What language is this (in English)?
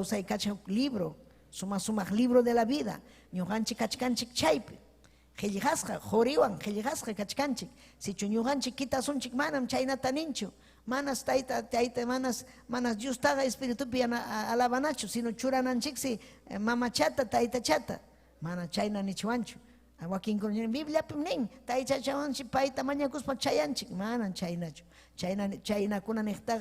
Ayacucho Quechua